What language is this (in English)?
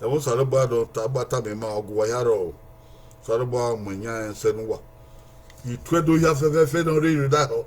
Bini